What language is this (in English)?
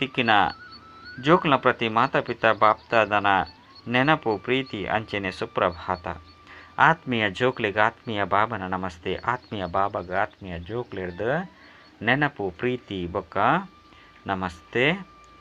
Tulu